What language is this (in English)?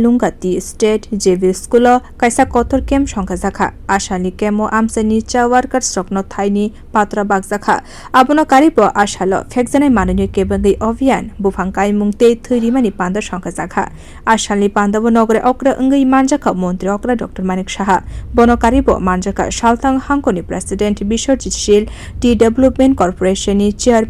Kok Borok